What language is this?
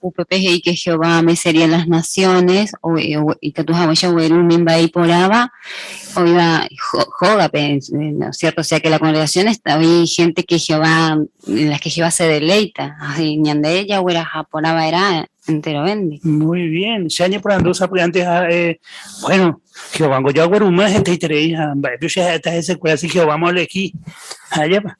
Guarani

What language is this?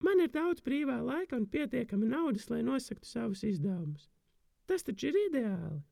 Latvian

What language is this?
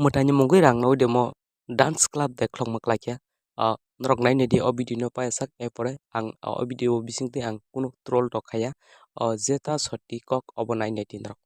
Kok Borok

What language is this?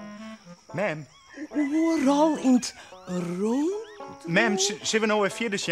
Western Frisian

